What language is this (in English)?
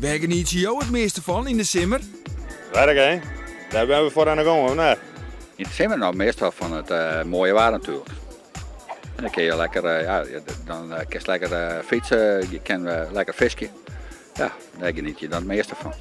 Western Frisian